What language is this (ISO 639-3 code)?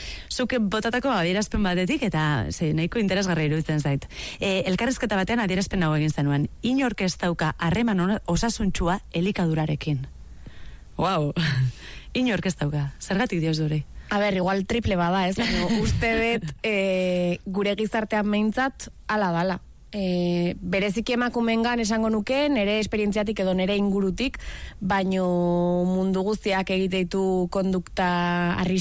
eus